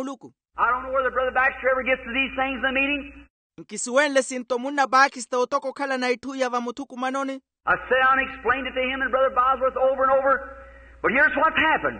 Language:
Makhuwa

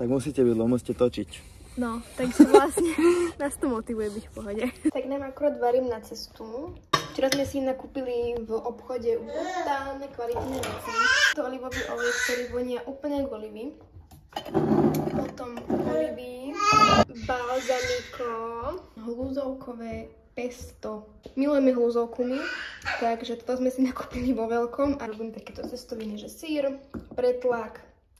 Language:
Slovak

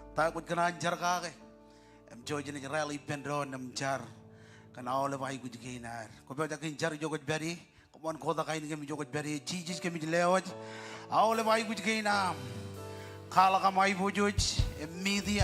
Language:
Marshallese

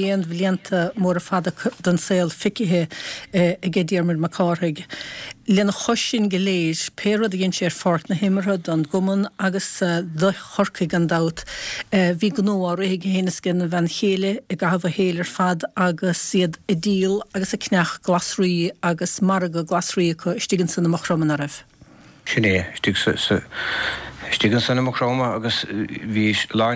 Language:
Irish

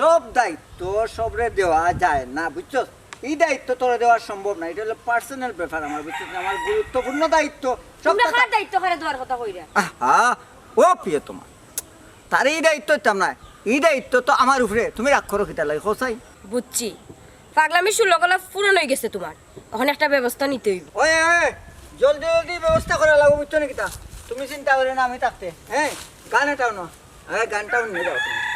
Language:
Sylheti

